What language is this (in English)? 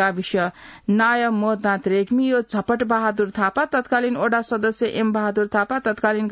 Newari